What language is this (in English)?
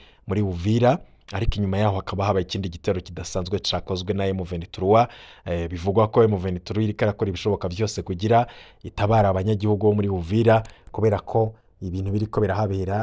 Rundi